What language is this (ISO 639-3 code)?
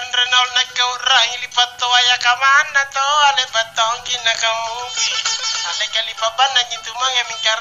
mak